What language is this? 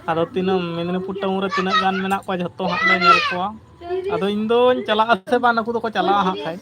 Santali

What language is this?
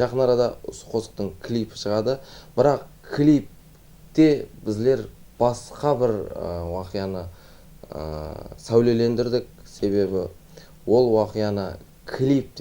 Kara-Kalpak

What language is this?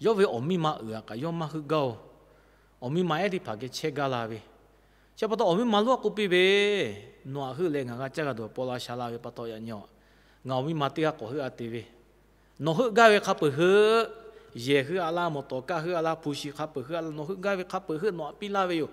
Lahu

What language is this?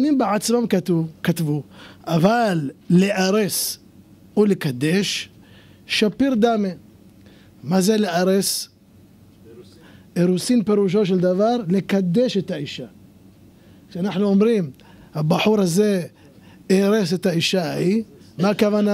Hebrew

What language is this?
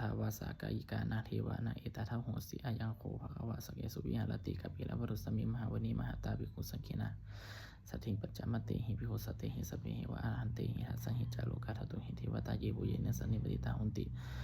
Pali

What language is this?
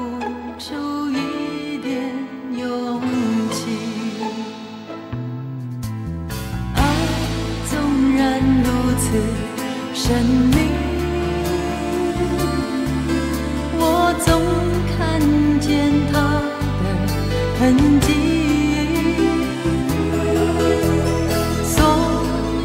Chinese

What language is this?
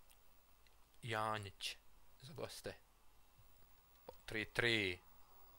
Bosnian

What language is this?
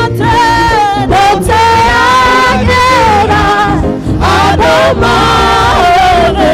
Kikuyu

